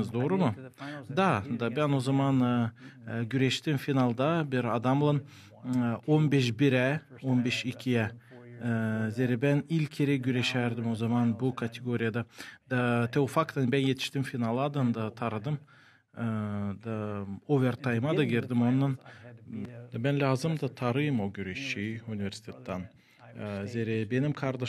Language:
Gagauz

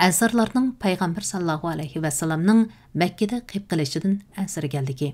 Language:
Uyghur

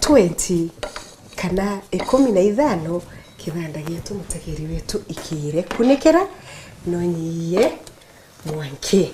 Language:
Meru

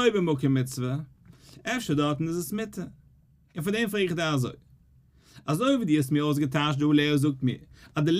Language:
Yiddish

